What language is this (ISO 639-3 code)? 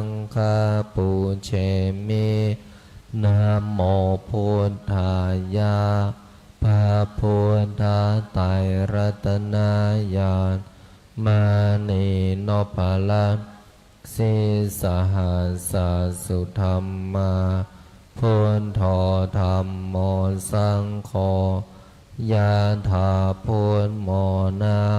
pli